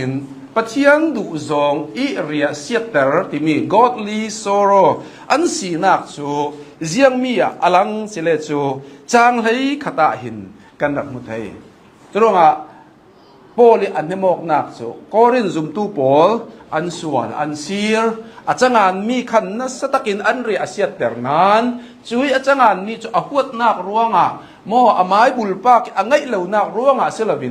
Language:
Hakha Chin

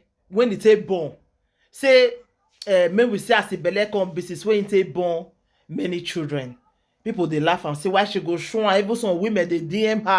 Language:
Nigerian Pidgin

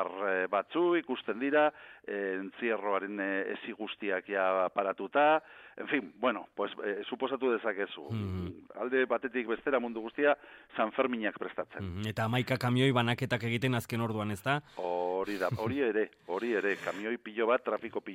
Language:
Basque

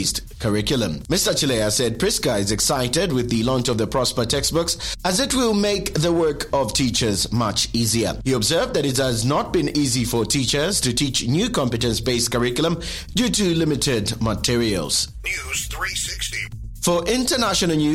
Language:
English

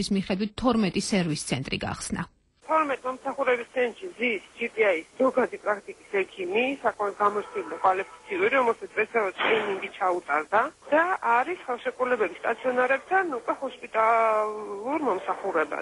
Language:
Georgian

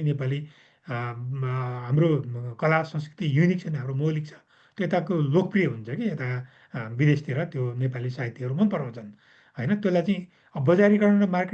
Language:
Nepali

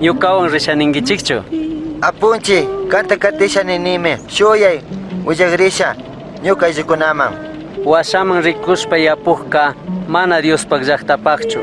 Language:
Chimborazo Highland Quichua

